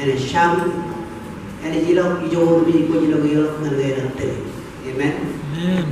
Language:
Marshallese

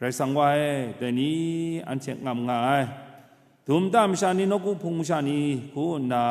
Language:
Kachin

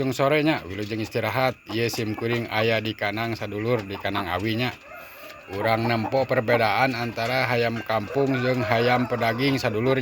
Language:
Sundanese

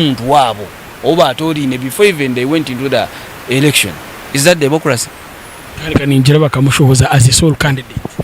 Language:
Nyankole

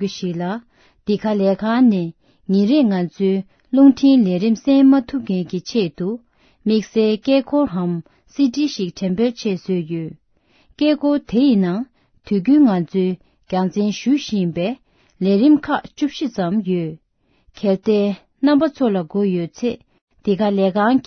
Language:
Tibetan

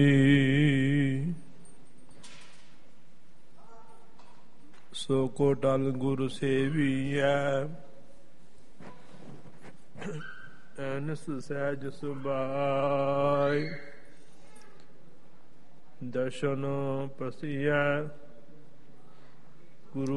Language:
Punjabi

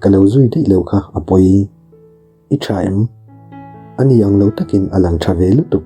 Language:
Mizo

